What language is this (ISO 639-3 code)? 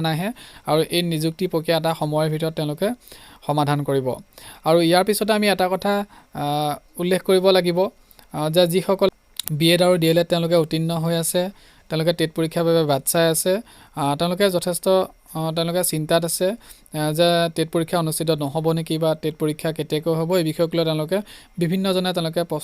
asm